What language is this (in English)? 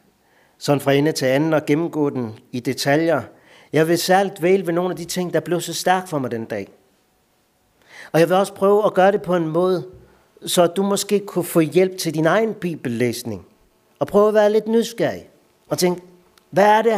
Danish